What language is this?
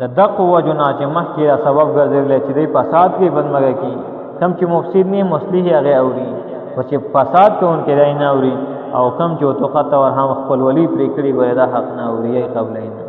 Pashto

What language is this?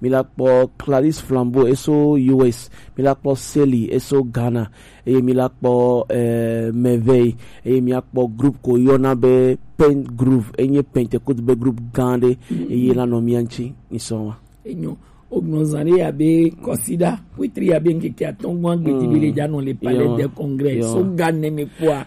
Gen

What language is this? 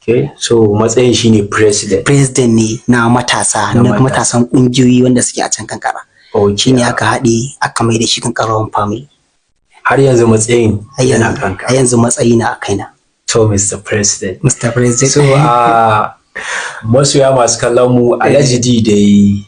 Hausa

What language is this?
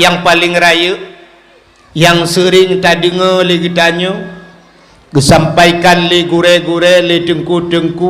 Achinese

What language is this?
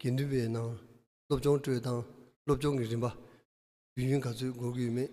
Tibetan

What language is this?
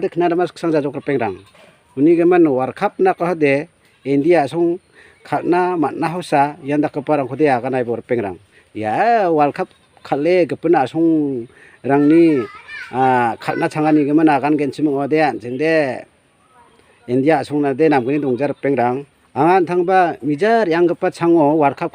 Garo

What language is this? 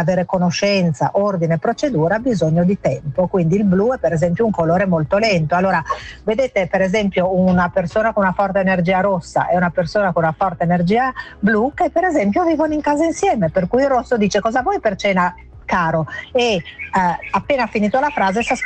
Italian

